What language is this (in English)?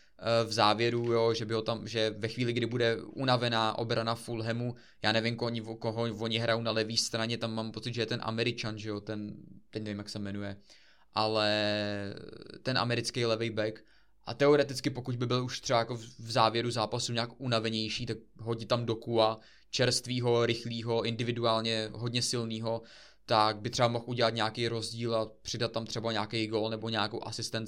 Czech